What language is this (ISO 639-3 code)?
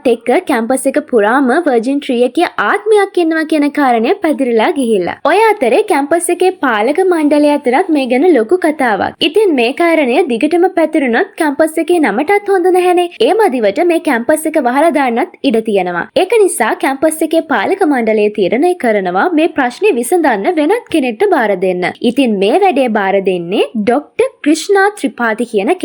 sin